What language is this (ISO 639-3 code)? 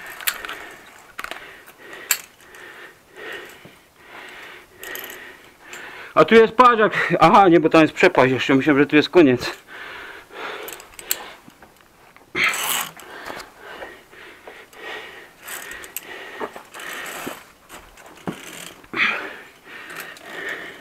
pol